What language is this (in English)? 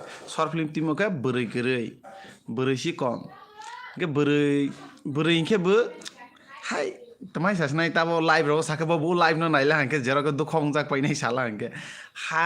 Kok Borok